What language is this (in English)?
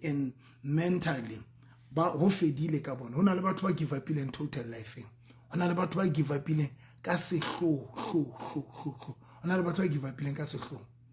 Southern Sotho